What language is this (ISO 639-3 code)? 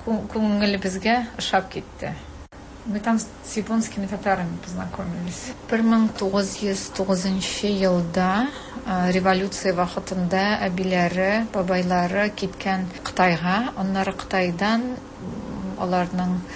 tat